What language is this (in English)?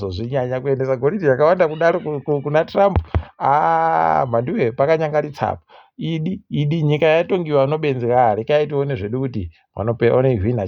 Ndau